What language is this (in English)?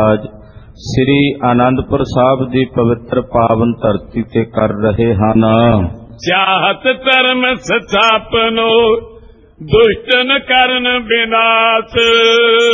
Punjabi